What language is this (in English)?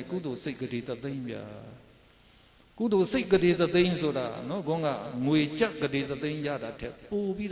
Burmese